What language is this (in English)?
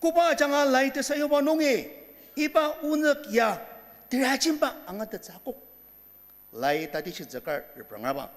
Ao Naga